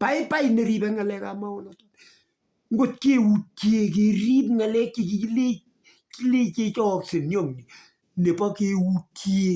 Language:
Kalenjin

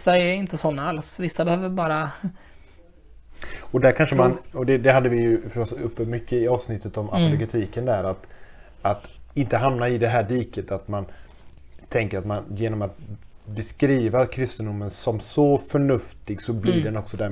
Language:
Swedish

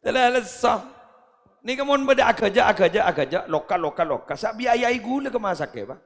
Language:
Madurese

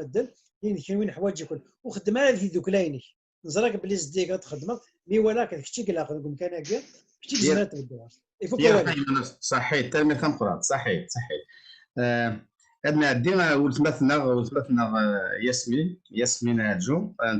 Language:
Kabyle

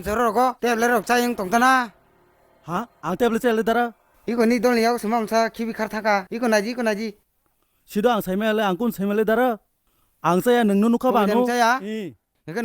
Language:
Kok Borok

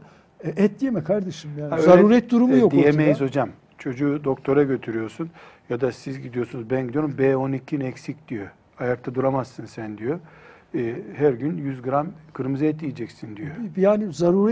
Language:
Turkish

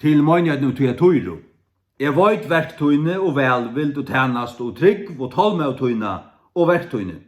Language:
Faroese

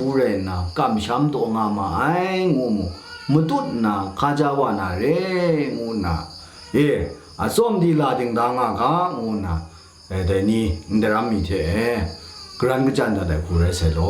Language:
Kachin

